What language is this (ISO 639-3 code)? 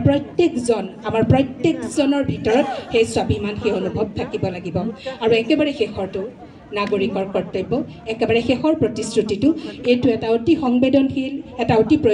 asm